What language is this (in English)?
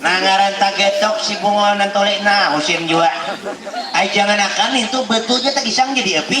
Banjar